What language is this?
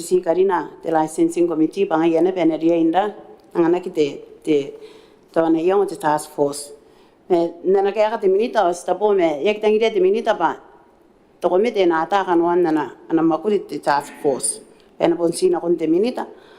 Gilbertese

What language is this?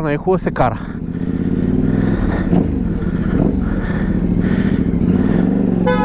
Bulgarian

